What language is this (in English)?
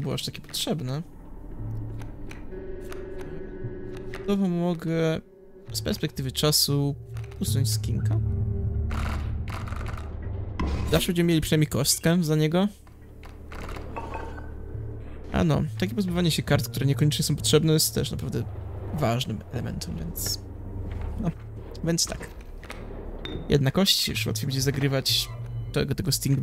Polish